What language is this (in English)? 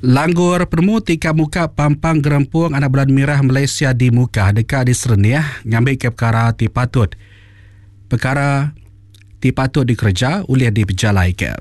Iban